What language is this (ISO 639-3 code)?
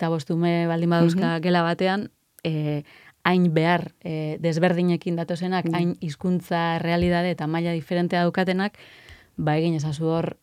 eus